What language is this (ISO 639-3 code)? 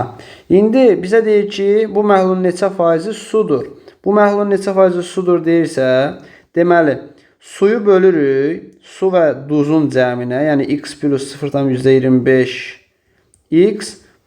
aze